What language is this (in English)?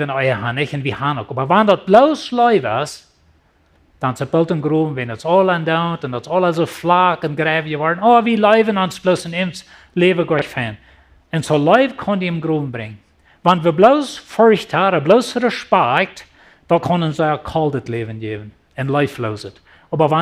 Plautdietsch